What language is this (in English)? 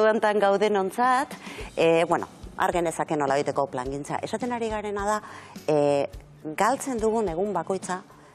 Basque